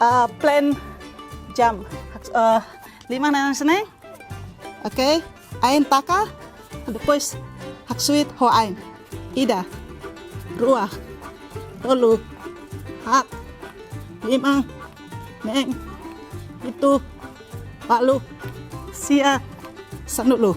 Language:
Tetum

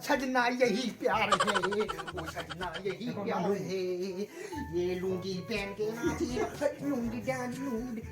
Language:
Manipuri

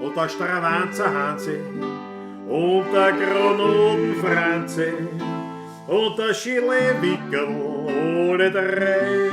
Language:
Bavarian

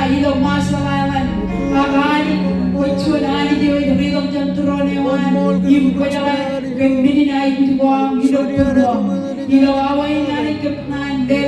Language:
Marshallese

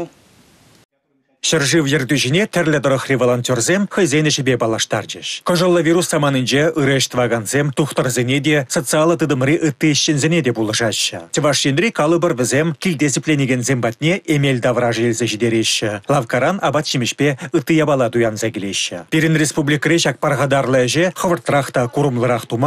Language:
Chuvash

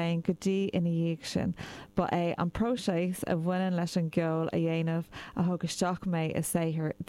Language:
Irish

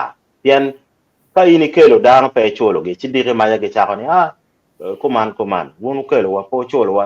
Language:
Acoli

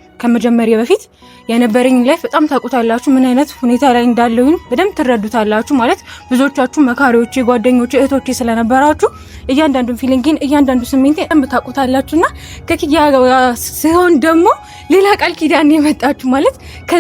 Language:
Amharic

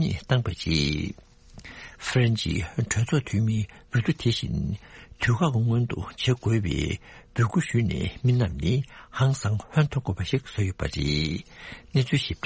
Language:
Tibetan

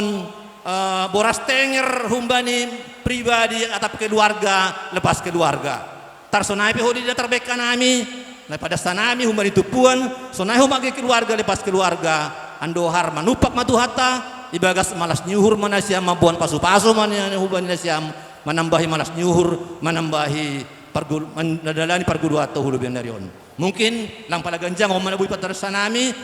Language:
Batak Simalungun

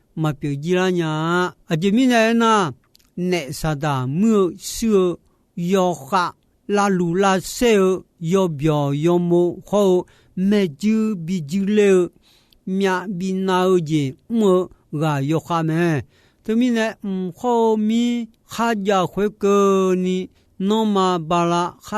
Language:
Akha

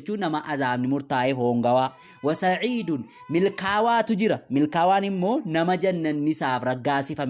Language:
Oromo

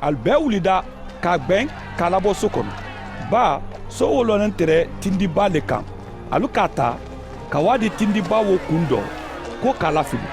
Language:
Mandingo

